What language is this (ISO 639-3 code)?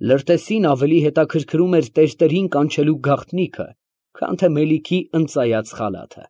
hye